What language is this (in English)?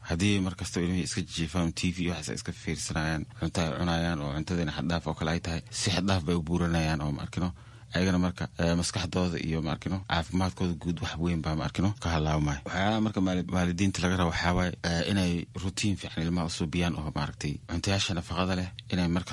Somali